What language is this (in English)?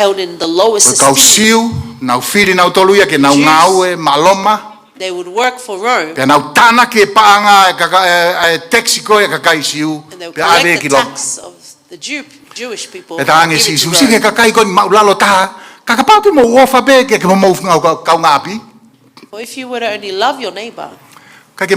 Tongan